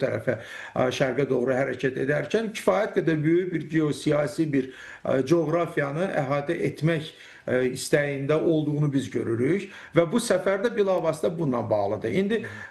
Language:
Azerbaijani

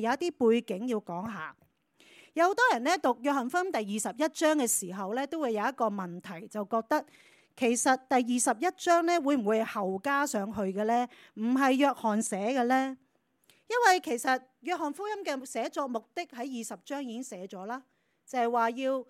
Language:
Cantonese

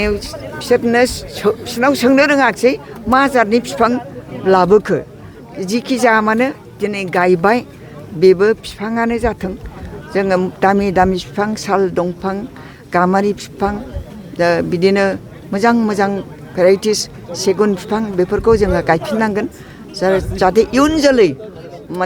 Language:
Bodo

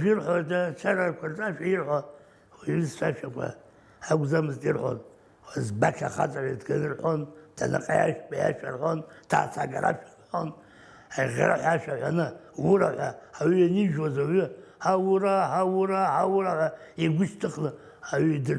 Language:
Abkhazian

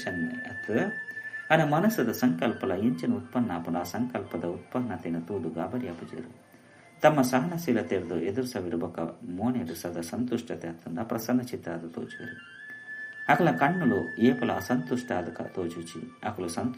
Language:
Tulu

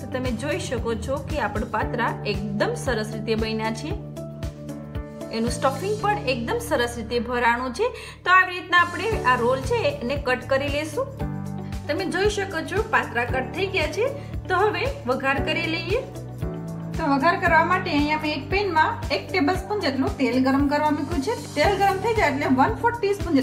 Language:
Gujarati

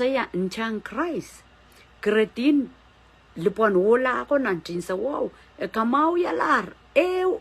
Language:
Pohnpeian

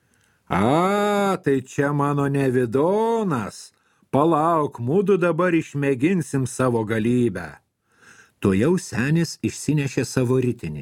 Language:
Lithuanian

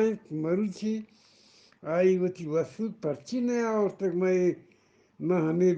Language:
Eastern Balochi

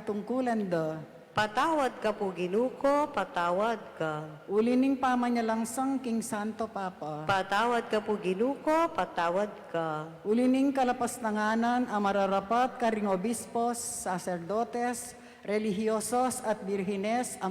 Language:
Pampanga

